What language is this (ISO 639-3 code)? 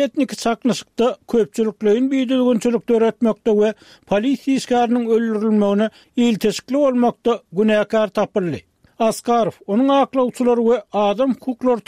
tuk